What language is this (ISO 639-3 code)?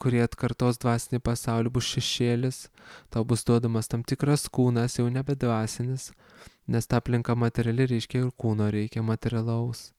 lit